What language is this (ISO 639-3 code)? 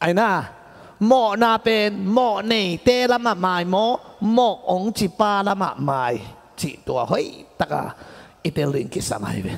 ctd